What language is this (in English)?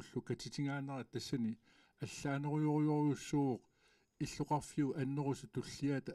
Kalaallisut